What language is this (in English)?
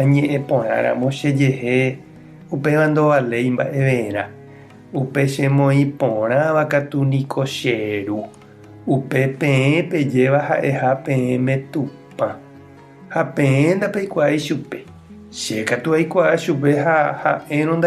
Guarani